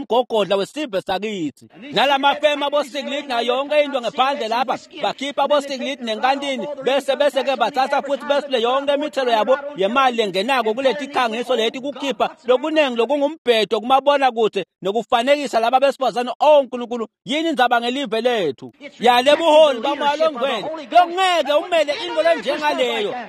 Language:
Swati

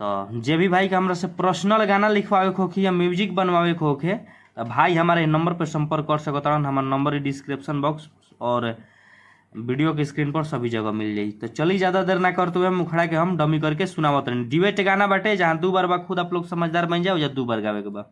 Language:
Bhojpuri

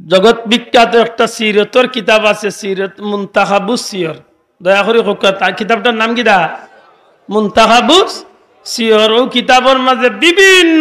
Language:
Sylheti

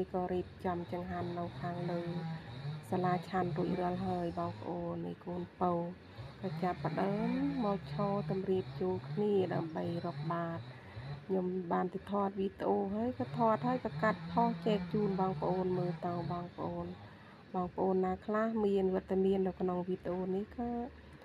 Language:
Khmer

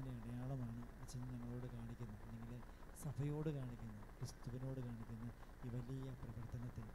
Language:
Malayalam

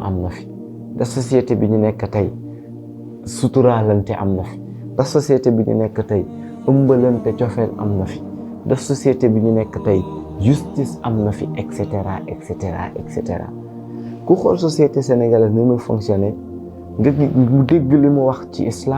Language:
Wolof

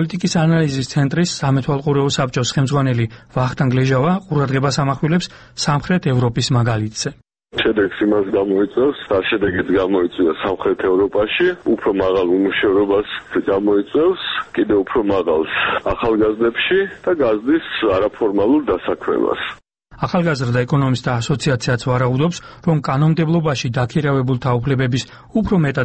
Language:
Georgian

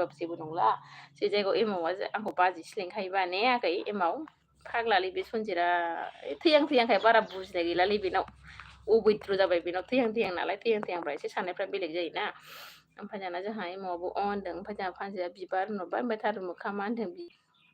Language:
Bodo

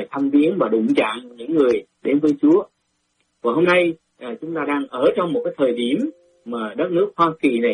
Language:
Vietnamese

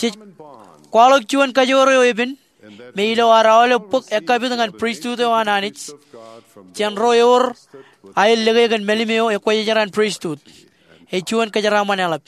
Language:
Marshallese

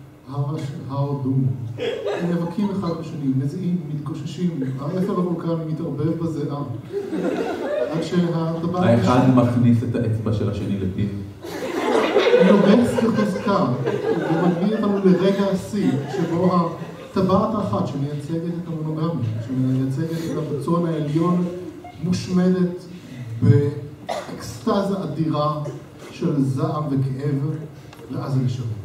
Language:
Hebrew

